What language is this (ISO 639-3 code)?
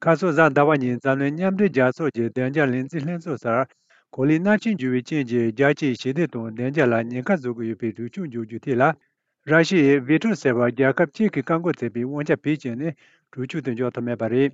bod